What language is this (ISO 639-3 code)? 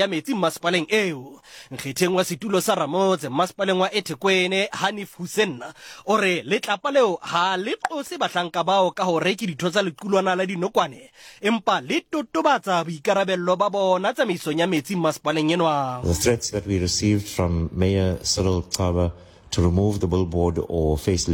sot